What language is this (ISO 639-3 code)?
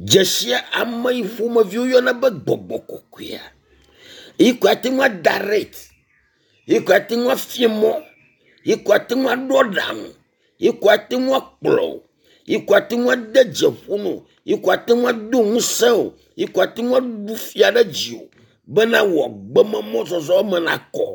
ewe